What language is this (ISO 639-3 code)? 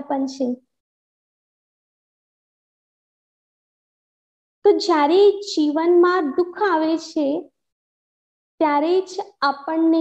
guj